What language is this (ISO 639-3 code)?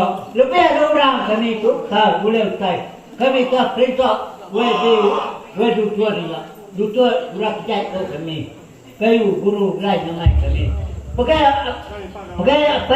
iba